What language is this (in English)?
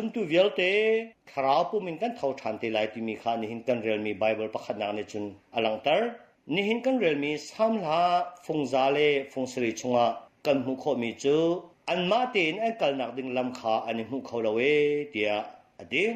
Hakha Chin